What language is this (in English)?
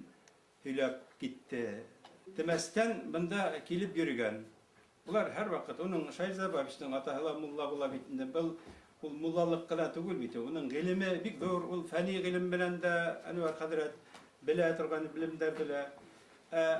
Bashkir